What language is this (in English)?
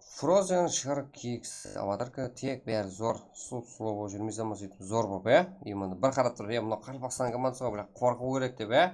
Kara-Kalpak